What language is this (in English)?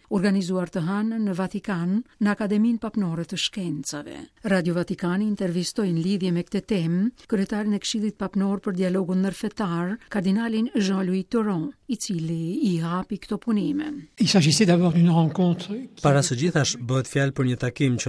Albanian